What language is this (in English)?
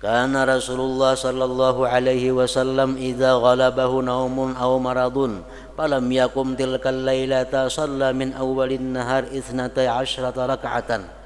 Banjar